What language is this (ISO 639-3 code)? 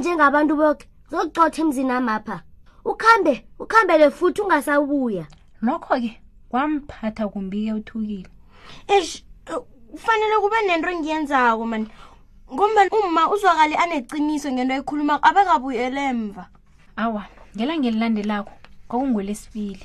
nbl